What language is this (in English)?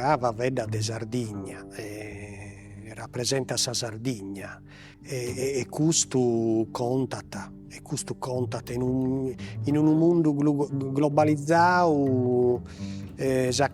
Sardinian